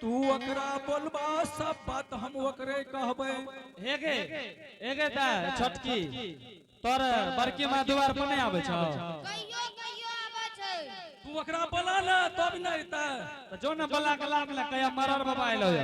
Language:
Angika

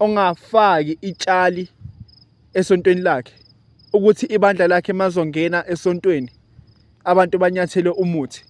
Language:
Zulu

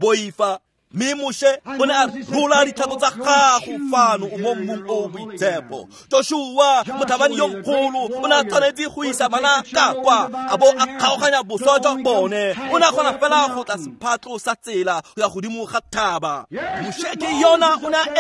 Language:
Tswana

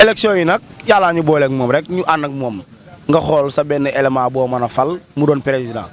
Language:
Wolof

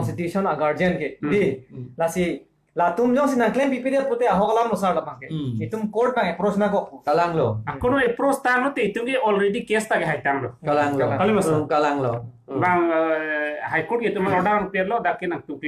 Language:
Karbi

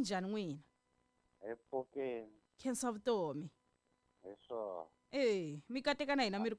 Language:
Tsonga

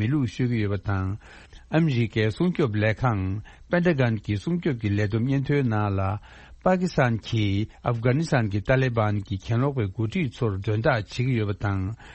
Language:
Tibetan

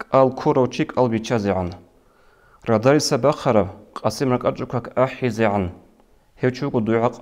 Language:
Avaric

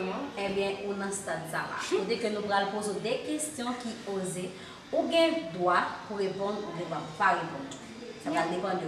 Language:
Haitian Creole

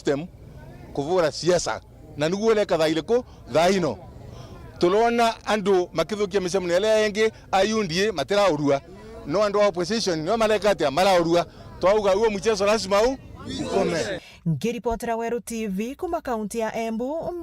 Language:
Meru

